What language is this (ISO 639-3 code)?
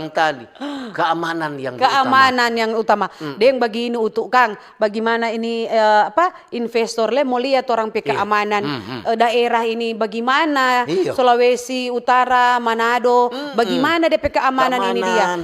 xmm